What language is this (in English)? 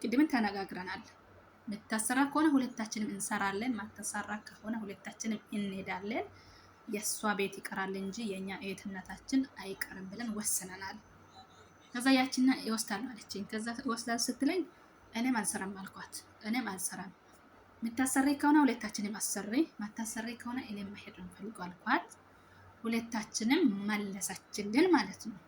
Amharic